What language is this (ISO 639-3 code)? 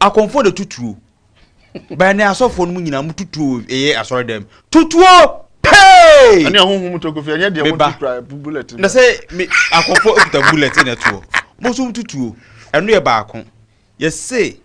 aka